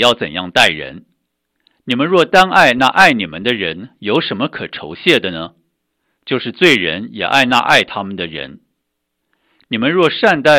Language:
Chinese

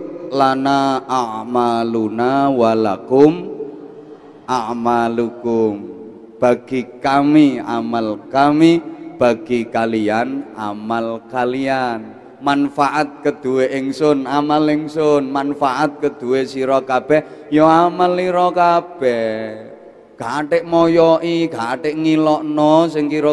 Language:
Javanese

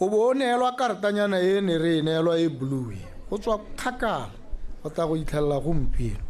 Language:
Tswana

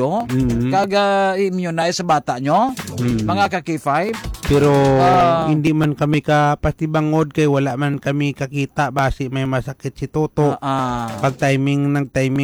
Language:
Hiligaynon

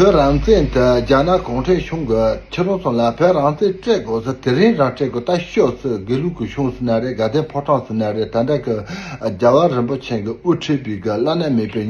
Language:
Tibetan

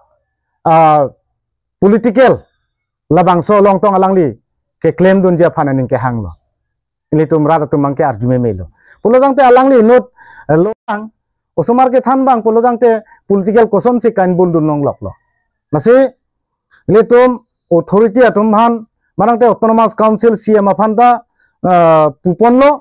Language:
Karbi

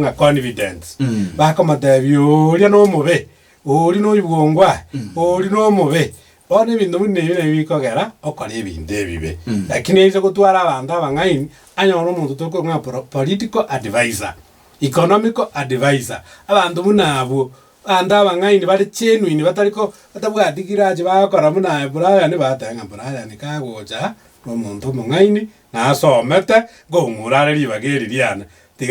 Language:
Gusii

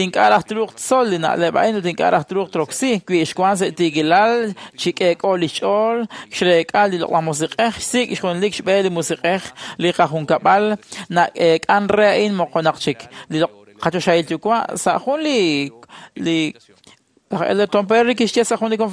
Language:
Kekchí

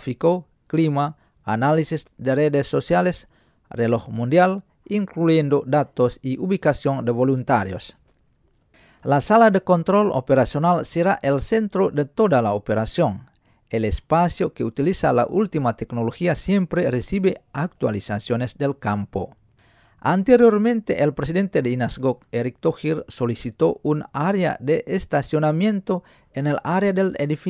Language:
Spanish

